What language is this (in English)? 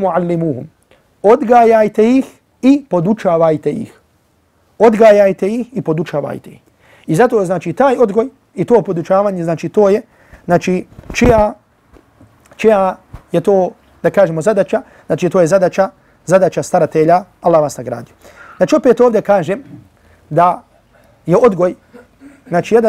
Bosnian